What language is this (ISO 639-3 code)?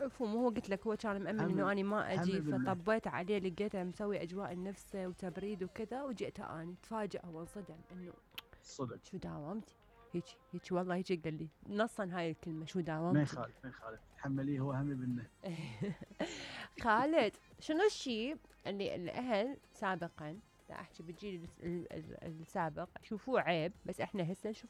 acm